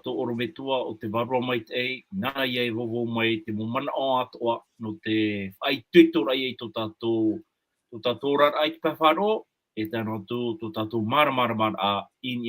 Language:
Tahitian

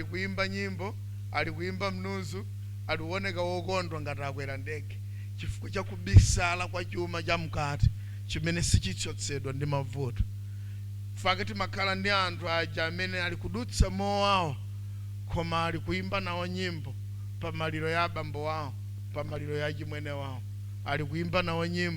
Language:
Nyanja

